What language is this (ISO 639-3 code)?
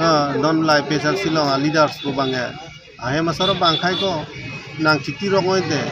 mjw